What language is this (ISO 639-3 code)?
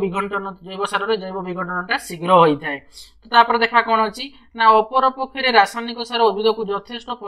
ori